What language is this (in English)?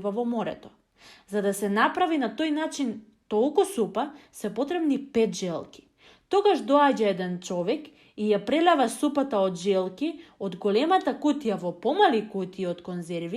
Macedonian